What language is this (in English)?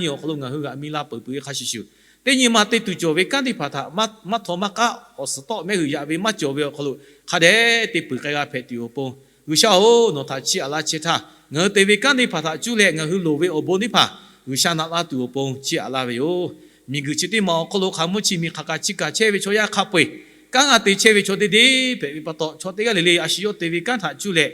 Lahu